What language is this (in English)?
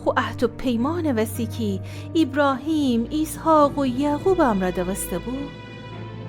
Gilaki